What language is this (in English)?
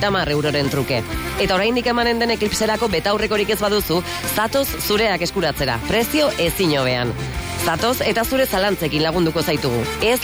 Basque